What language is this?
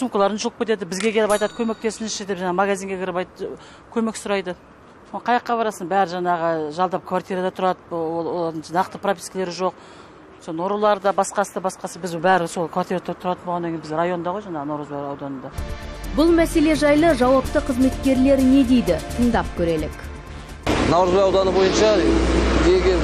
Kazakh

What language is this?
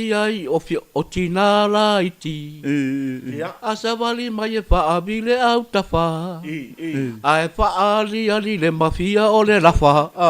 Samoan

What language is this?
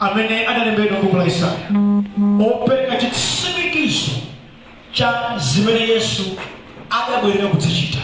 Nyanja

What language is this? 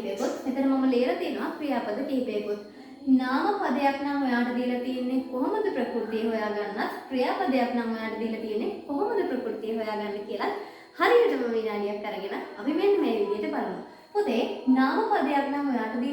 Sinhala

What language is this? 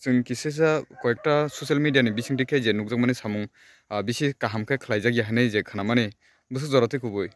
Kok Borok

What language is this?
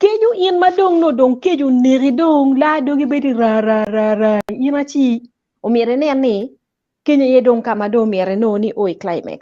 Acoli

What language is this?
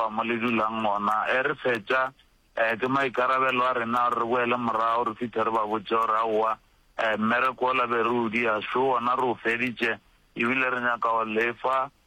Northern Sotho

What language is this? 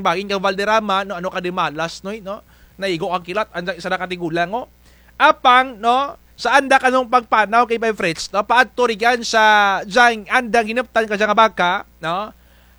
Kinaray-a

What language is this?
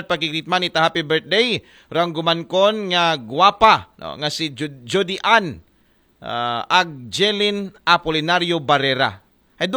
Aklanon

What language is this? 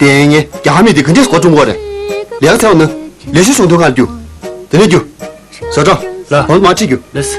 Tibetan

